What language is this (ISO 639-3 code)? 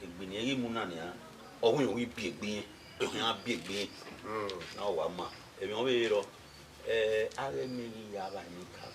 bin